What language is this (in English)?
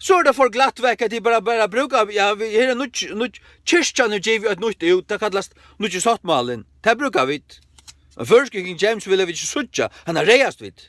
Faroese